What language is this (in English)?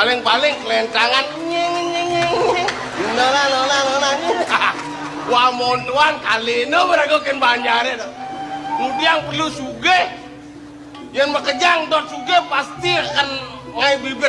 Balinese